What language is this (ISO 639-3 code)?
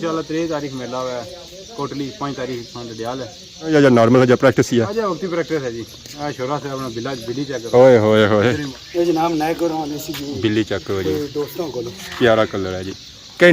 phr